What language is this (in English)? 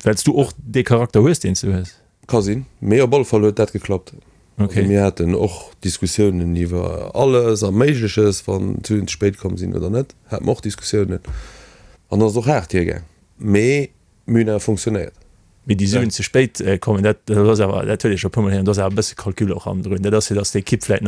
Luxembourgish